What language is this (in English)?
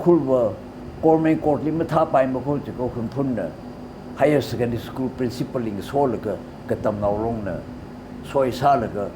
Tangkhul Naga (India)